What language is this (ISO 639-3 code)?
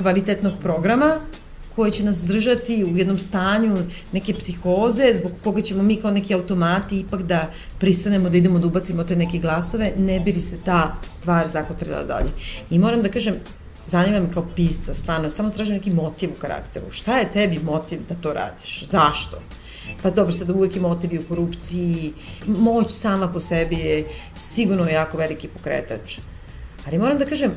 srp